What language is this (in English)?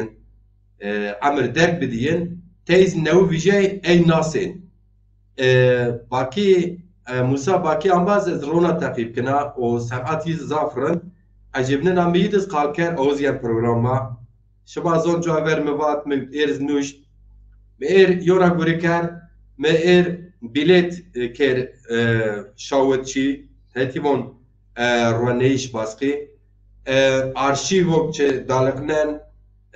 Zaza